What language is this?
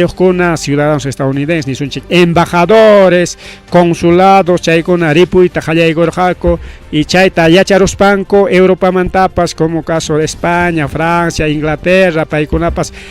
Ayacucho Quechua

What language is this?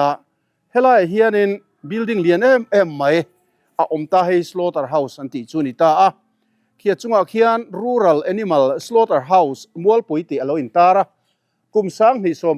Mizo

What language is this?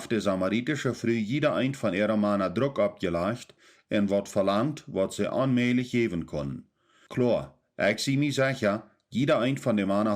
Plautdietsch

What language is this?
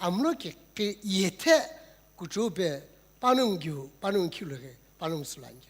Sumi Naga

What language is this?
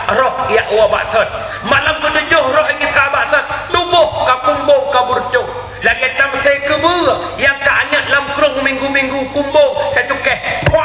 Achinese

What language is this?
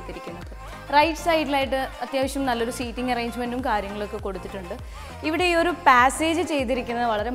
Malayalam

